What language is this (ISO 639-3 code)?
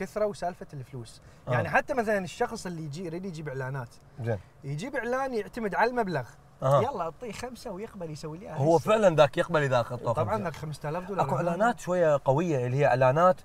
acm